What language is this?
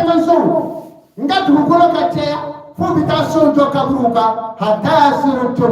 Bambara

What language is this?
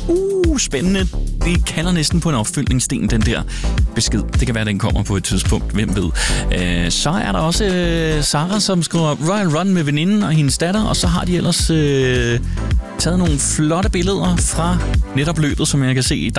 Danish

